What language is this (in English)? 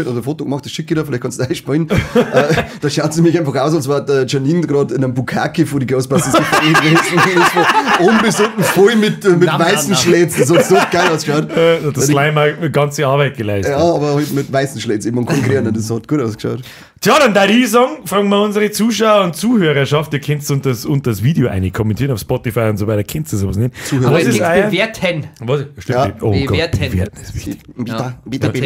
Bavarian